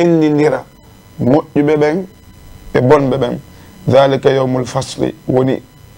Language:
Fula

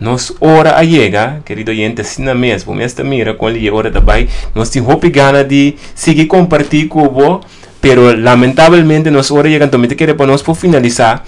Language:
Papiamento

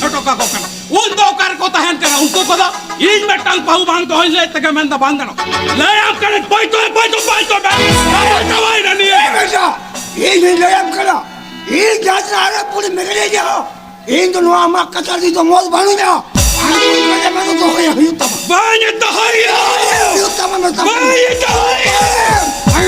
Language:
Santali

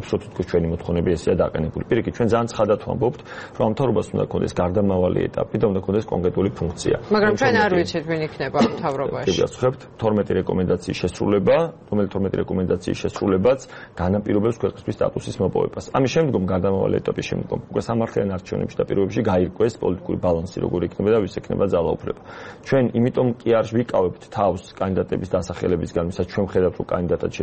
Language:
Georgian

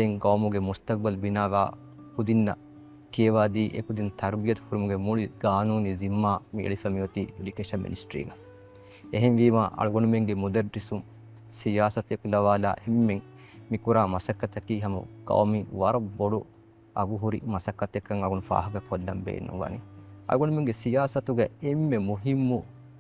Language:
Divehi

